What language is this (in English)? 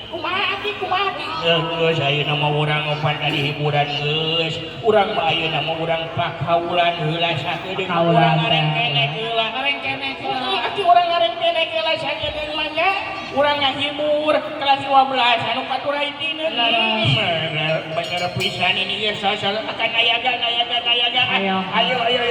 Sundanese